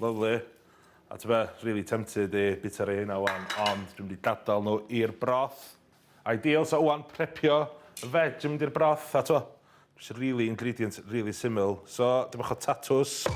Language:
Welsh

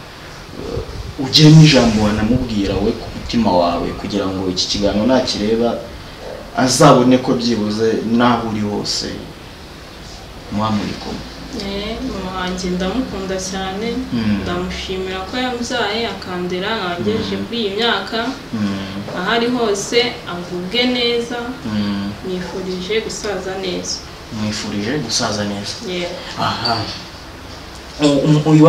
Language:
Kinyarwanda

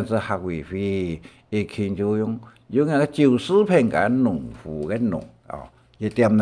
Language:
Hakka Chinese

